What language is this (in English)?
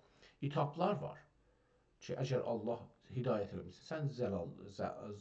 South Azerbaijani